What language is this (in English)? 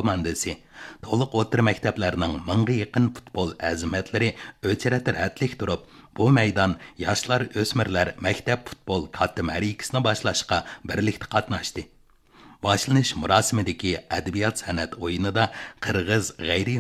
Uyghur